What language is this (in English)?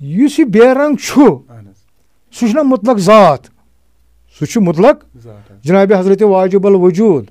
Kashmiri